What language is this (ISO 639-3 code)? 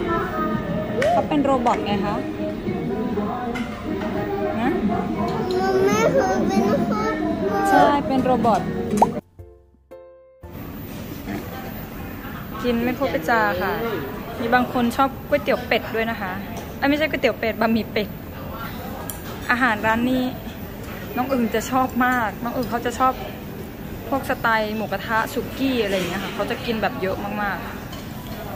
tha